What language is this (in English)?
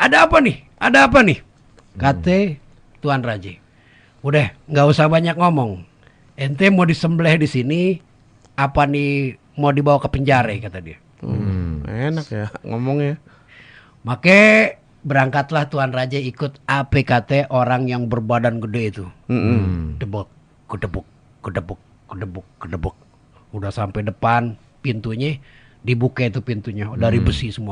Betawi